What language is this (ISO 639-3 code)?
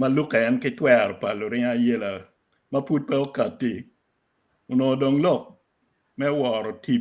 ach